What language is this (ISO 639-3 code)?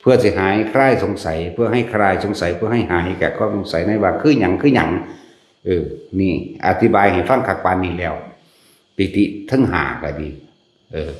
tts